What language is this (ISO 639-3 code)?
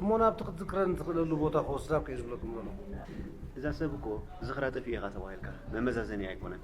tir